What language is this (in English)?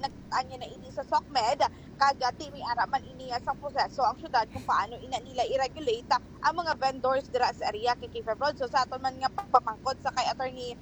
Hiligaynon